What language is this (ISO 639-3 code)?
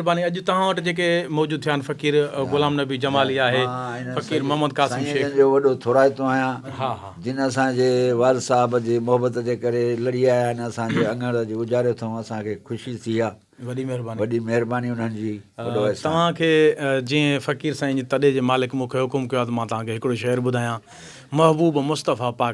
snd